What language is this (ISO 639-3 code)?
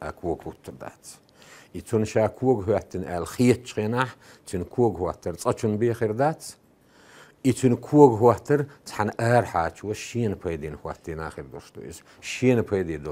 che